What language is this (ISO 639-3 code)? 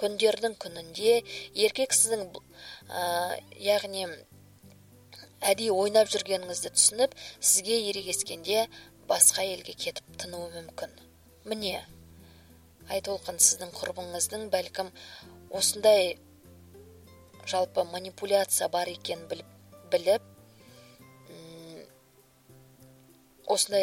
kaz